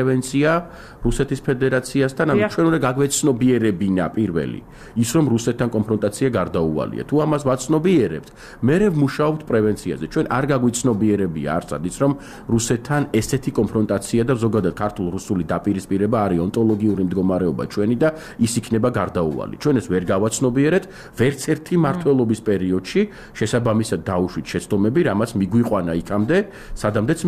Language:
Georgian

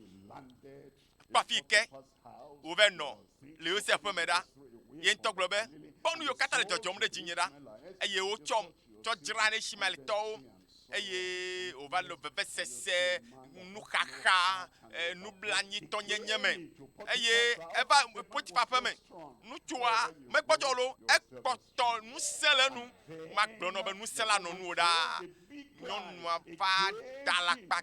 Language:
Ewe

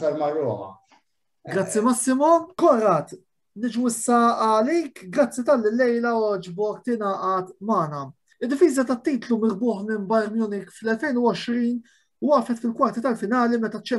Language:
Maltese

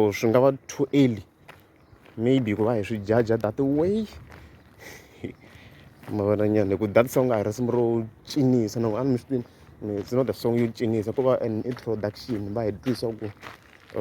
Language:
Tsonga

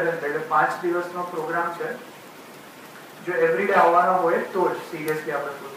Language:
Gujarati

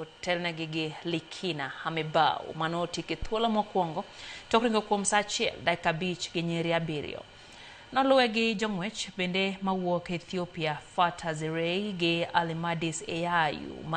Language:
Luo (Kenya and Tanzania)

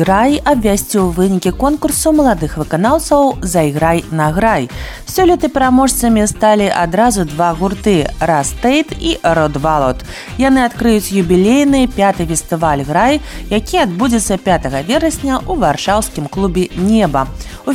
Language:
Belarusian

